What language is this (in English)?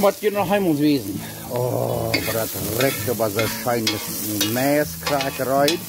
Plautdietsch